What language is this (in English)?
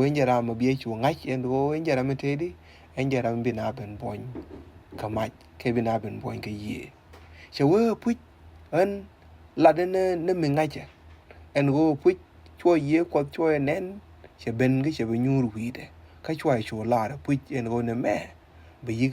Nuer